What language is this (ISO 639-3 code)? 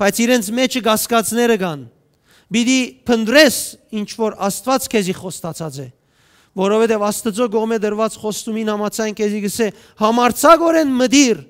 hyw